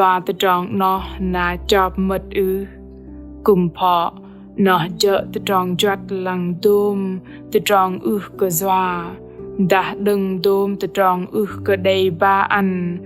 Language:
Bahnar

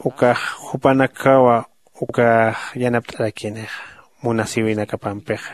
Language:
Aymara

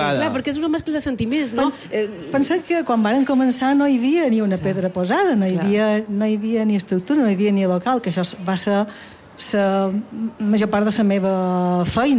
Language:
Catalan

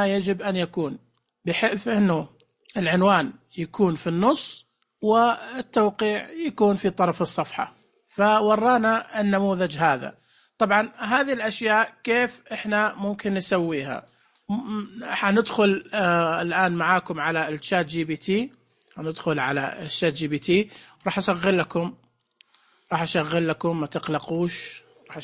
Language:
Najdi Arabic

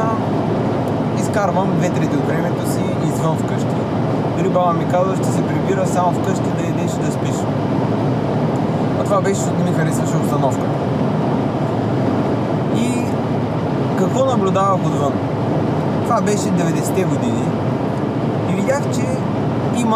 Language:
Bulgarian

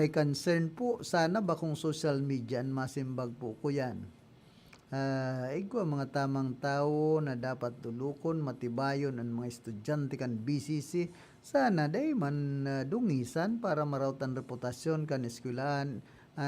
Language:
Bikol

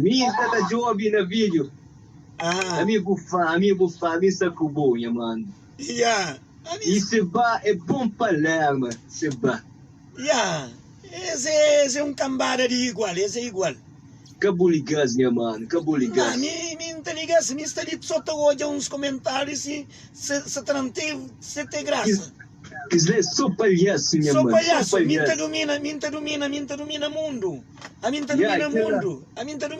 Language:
Kabuverdianu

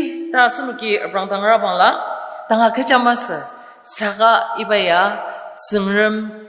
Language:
Ao Naga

